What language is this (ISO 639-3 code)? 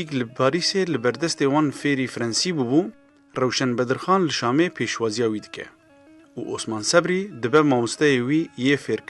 kur